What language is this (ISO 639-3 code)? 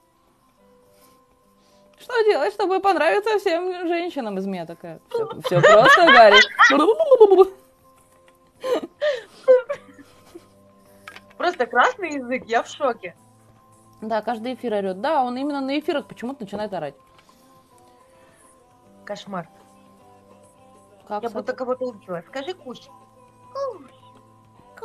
rus